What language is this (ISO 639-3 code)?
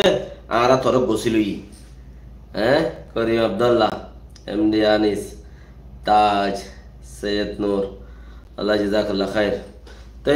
rhg